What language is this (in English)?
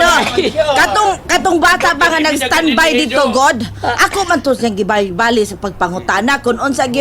Cebuano